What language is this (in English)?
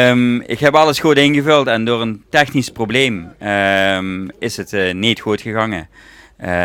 Limburgish